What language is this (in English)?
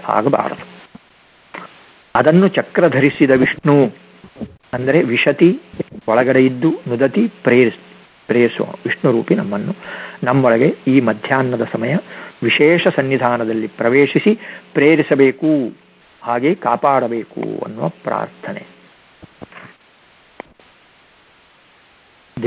Kannada